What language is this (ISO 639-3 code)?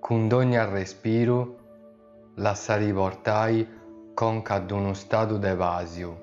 srd